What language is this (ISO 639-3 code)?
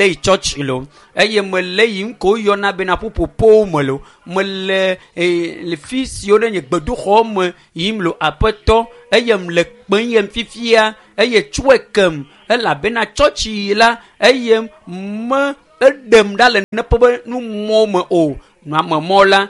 ewe